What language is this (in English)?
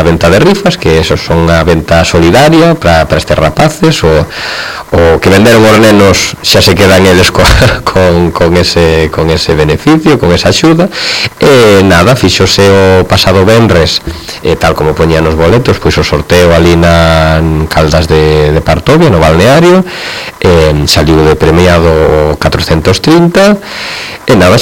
Galician